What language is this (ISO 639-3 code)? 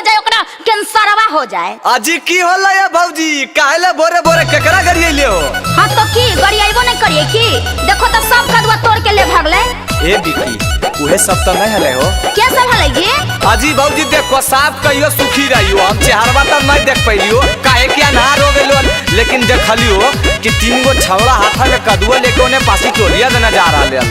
mag